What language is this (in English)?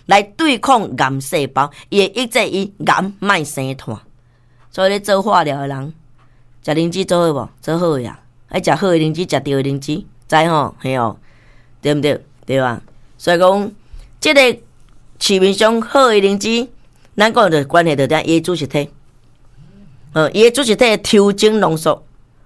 Min Nan Chinese